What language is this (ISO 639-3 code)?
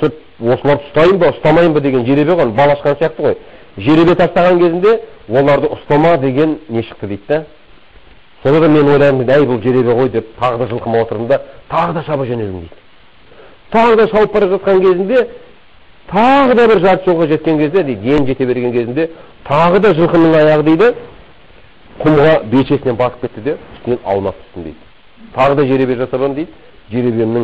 kaz